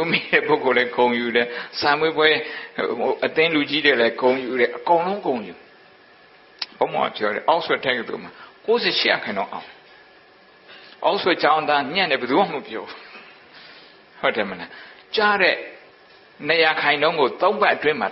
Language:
Burmese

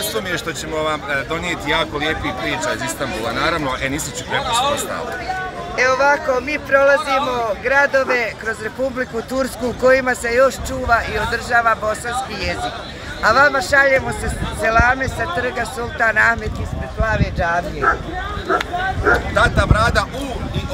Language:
Bosnian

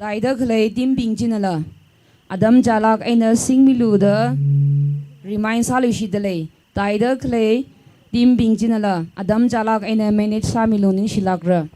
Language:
Tangkhul Naga (India)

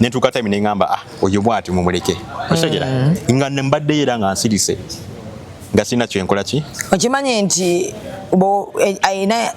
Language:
Ganda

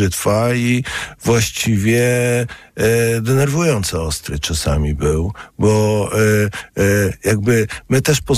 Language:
Polish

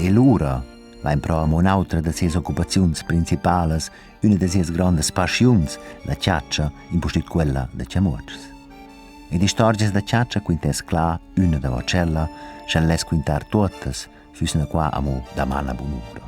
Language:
Romansh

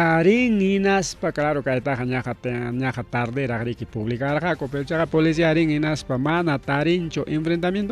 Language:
Ayacucho Quechua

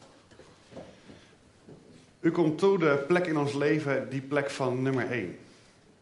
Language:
Dutch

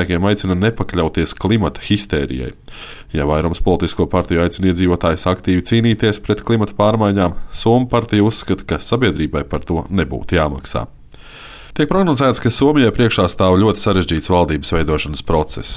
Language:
Latvian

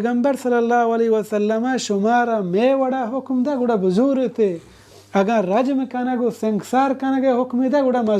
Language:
Baluchi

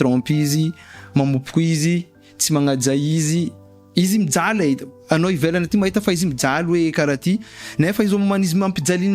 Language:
Malagasy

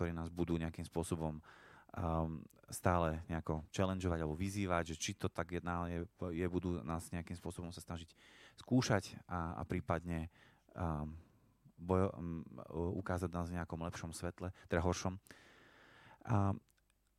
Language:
Slovak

